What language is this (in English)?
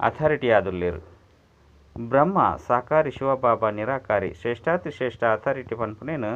Tulu